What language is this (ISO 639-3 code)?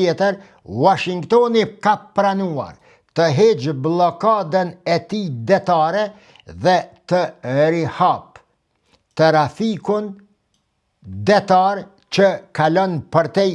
sqi